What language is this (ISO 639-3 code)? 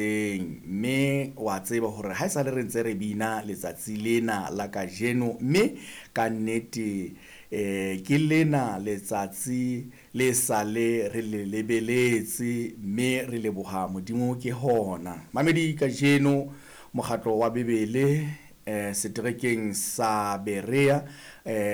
sot